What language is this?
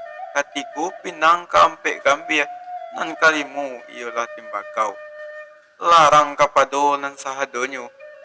Minangkabau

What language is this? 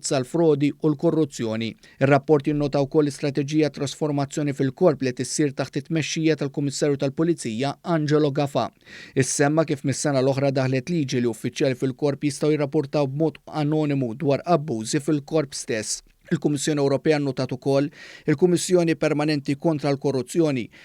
Maltese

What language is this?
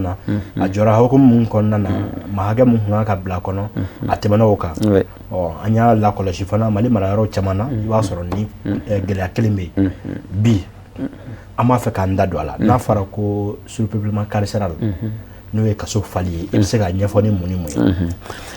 Bambara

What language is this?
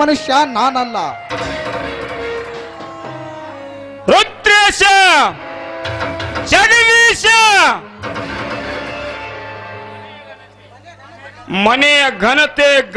Kannada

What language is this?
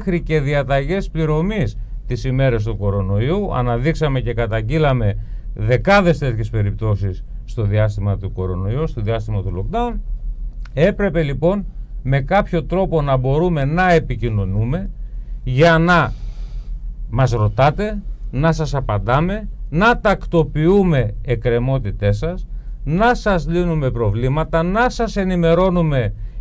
Greek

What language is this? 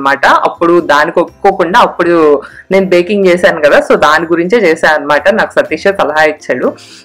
Telugu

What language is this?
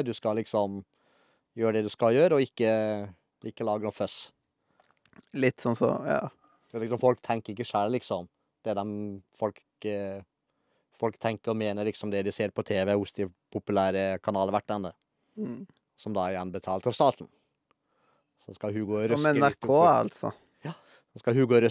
Norwegian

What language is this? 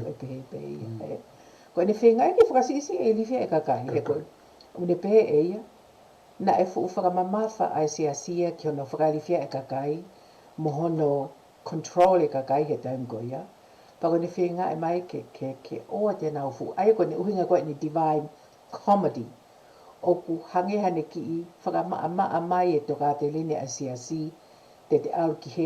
Tongan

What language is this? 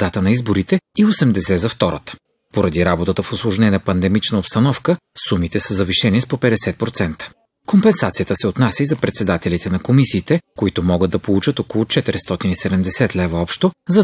Bulgarian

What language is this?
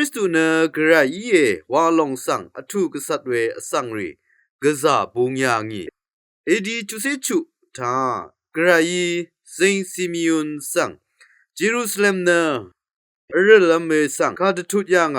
Rawang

